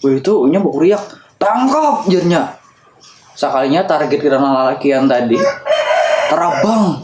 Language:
Banjar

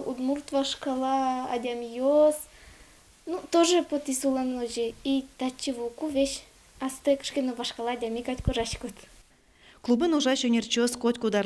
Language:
Udmurt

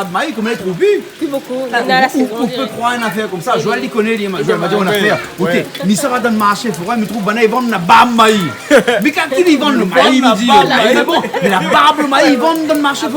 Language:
Réunion Creole French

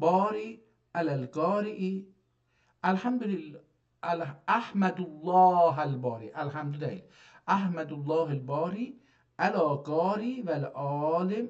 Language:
South Azerbaijani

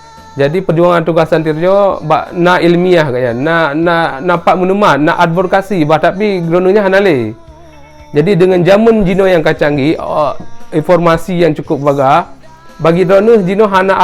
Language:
Achinese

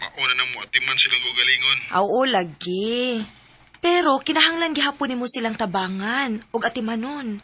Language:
Cebuano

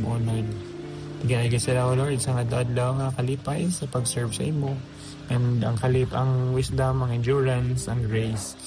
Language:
Hiligaynon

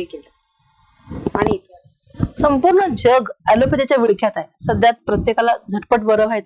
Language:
Marathi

